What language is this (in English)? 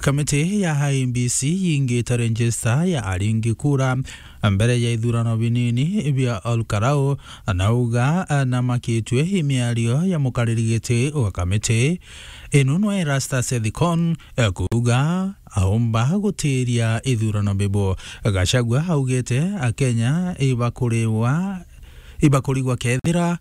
Meru